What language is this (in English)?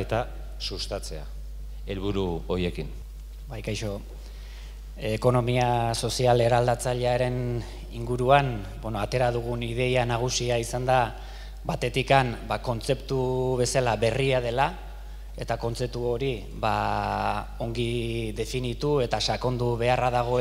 Basque